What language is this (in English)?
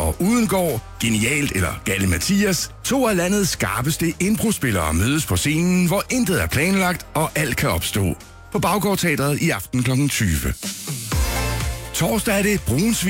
Danish